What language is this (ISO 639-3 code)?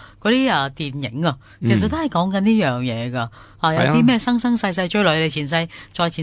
yue